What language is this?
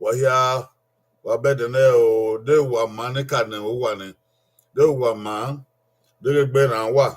Bini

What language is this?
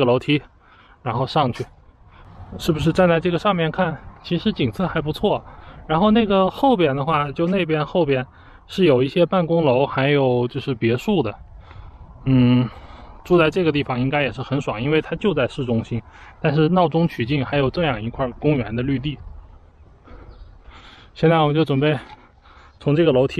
Chinese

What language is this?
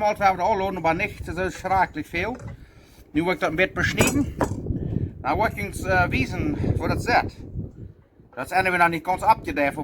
Plautdietsch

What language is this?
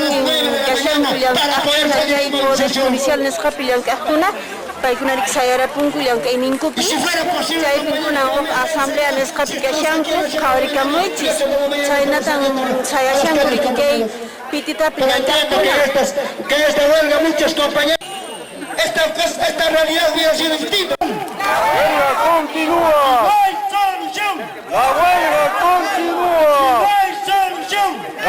Quechua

